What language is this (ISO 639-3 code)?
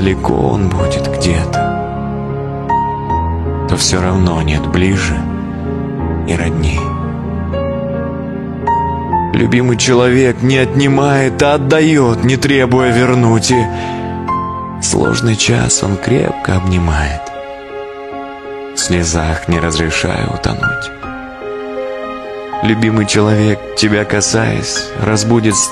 rus